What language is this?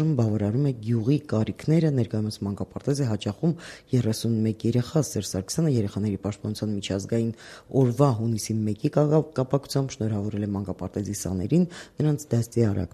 Armenian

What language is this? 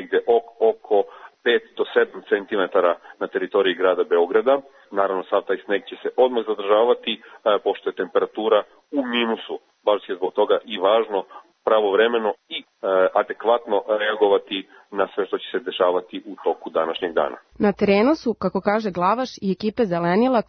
Serbian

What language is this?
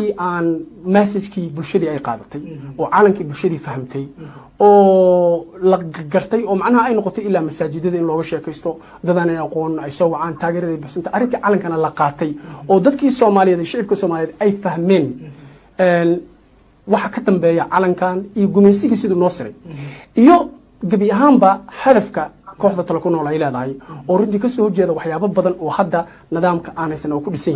Somali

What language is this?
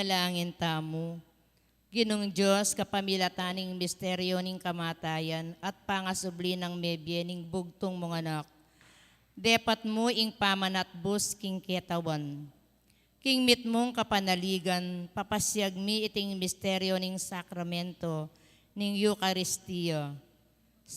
Pampanga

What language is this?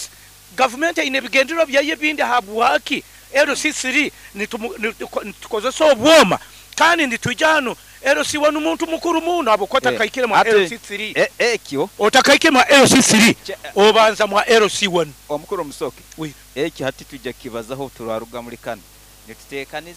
Nyoro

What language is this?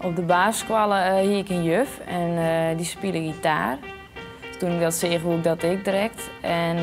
Western Frisian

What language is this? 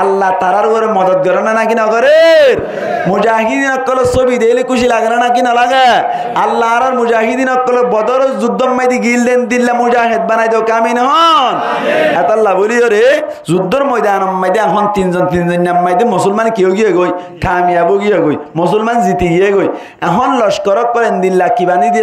Rohingya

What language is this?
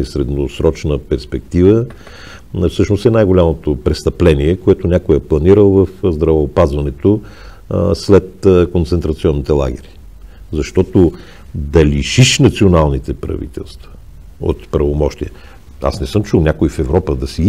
Bulgarian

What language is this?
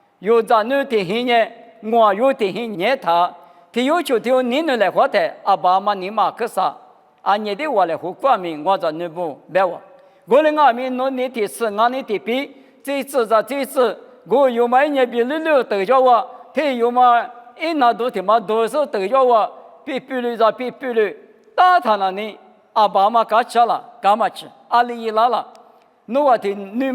Lisu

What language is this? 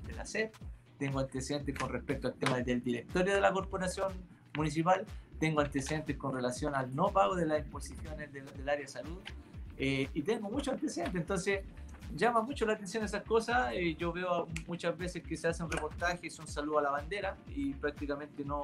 Spanish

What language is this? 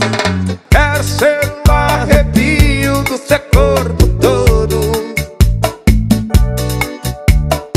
Portuguese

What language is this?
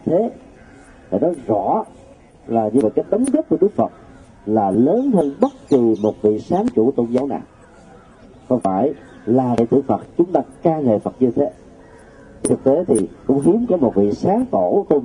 Vietnamese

